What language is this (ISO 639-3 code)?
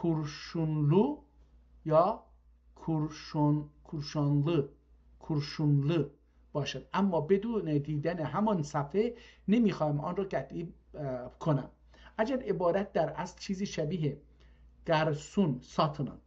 azb